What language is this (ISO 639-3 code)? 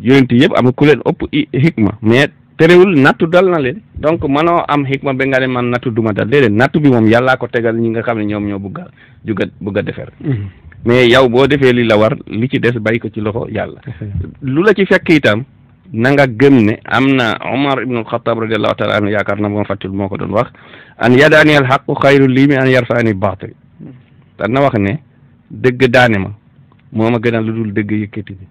wol